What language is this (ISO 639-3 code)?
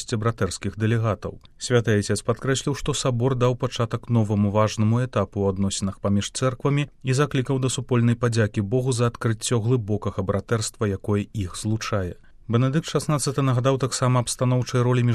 bel